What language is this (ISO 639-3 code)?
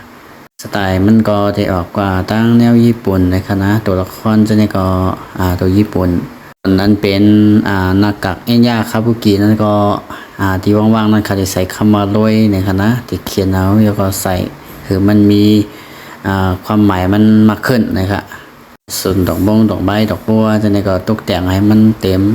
shn